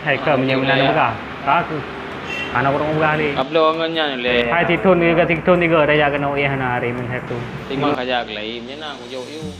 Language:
Achinese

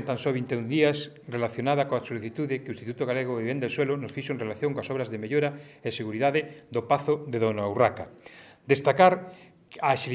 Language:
Galician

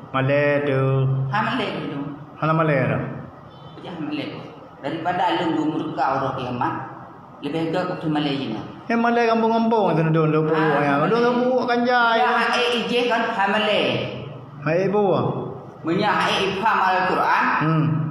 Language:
Achinese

